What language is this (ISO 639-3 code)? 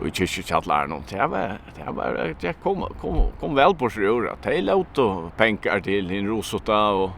fao